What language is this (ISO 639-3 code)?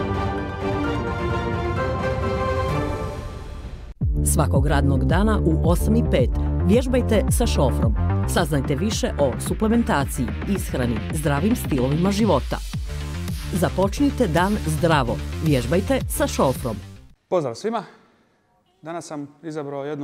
bos